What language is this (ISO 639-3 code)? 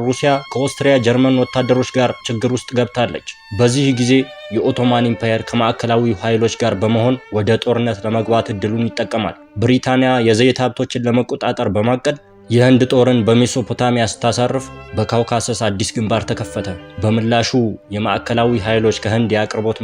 amh